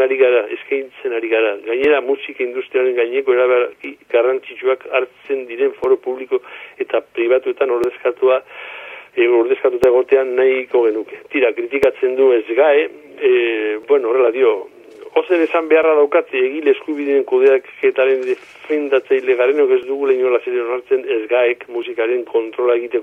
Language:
Basque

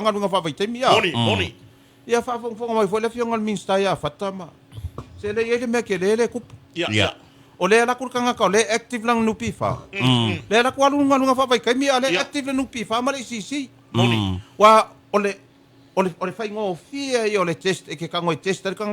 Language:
Samoan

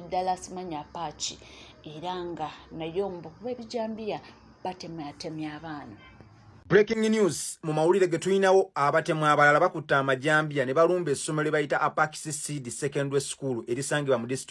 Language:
Ganda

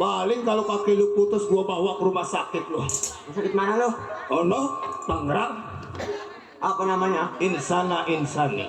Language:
Betawi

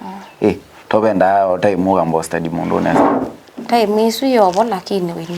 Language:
Kamba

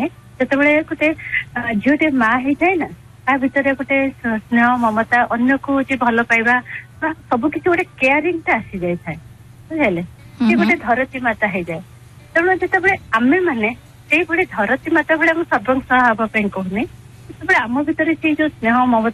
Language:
Odia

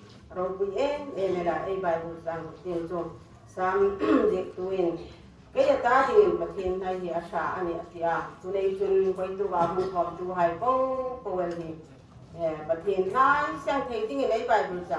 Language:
Hmar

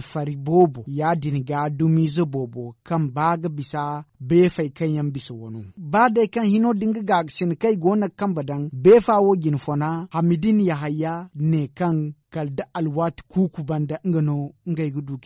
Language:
Zarma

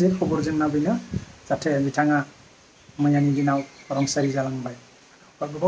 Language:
Bodo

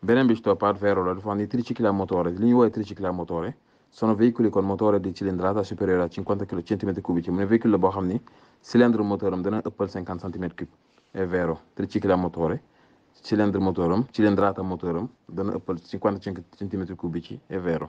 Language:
Wolof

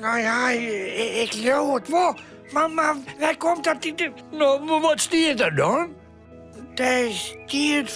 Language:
Western Frisian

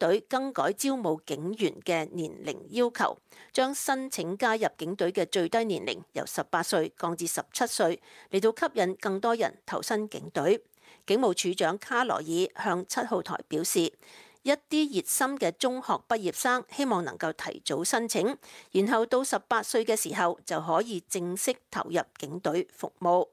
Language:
Cantonese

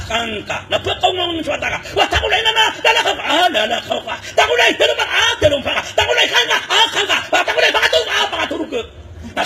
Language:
Maranao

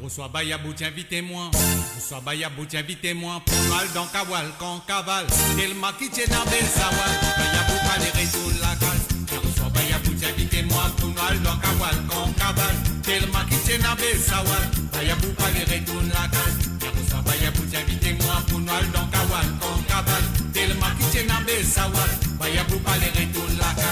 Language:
Morisyen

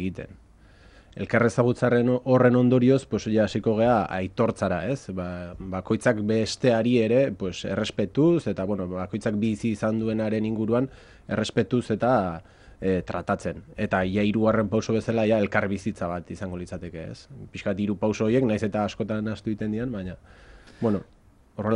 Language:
Basque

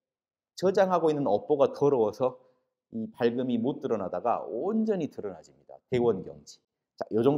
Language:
Korean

